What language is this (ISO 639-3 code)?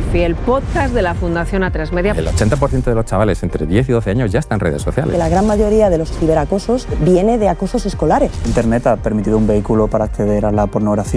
spa